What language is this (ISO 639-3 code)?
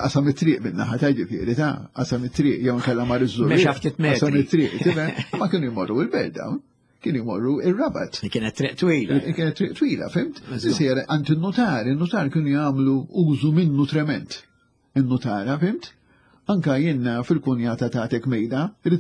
mlt